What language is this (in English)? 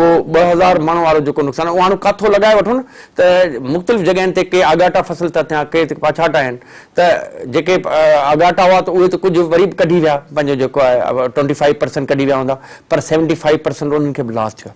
Sindhi